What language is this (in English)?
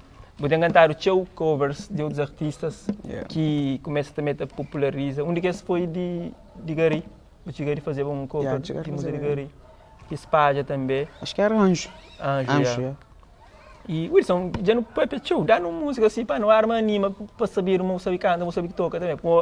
Kabuverdianu